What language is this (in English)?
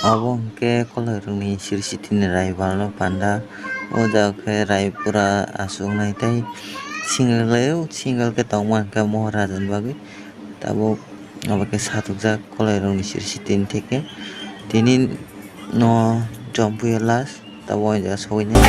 Kok Borok